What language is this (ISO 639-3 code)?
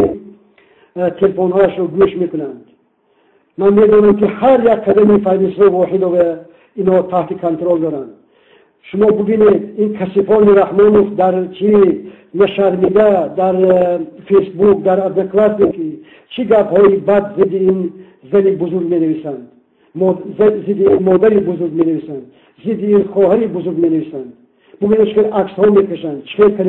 tgk